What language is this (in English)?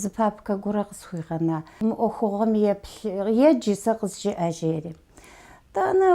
Kabardian